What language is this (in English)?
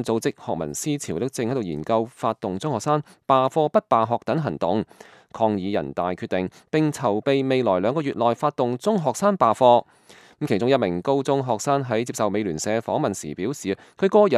Cantonese